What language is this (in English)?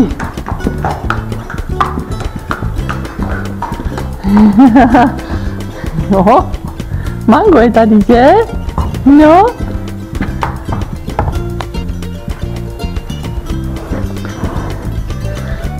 Czech